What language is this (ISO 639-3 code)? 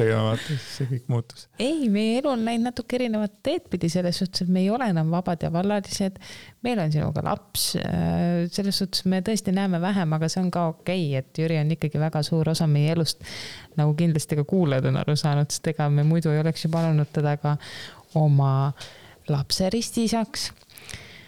est